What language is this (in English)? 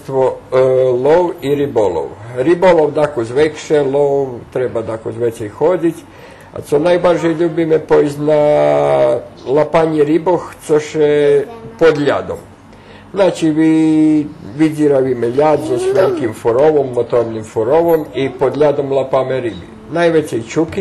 Rusyn